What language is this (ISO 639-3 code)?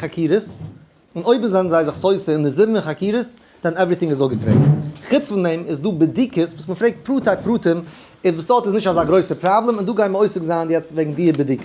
yid